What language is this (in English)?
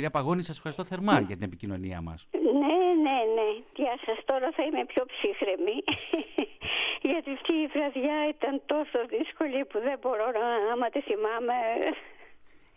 Greek